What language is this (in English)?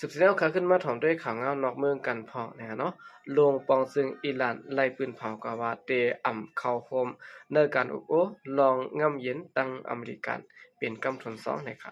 Shan